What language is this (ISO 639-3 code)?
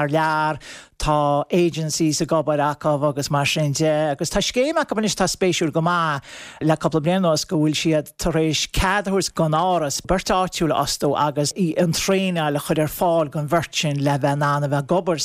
gle